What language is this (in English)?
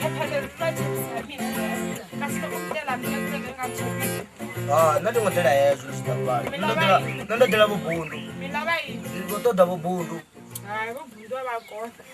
Venda